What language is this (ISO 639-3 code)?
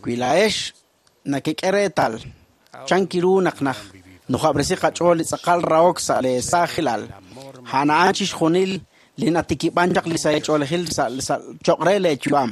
kek